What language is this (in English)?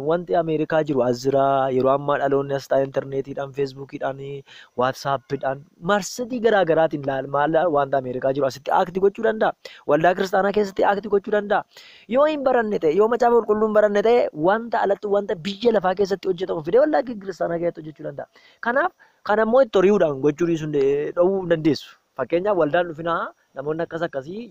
Oromo